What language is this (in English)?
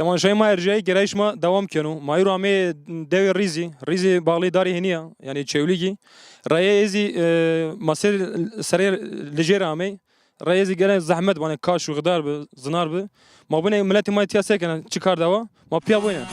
Zaza